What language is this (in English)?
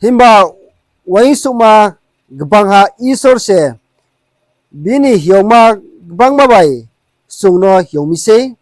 Riang (India)